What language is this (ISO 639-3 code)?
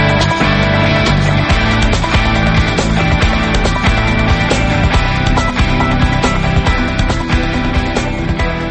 hrv